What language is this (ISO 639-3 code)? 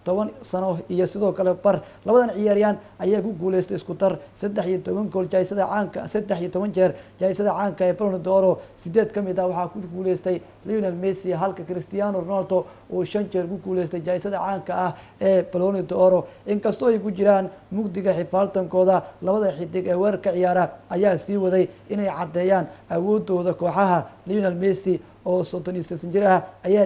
som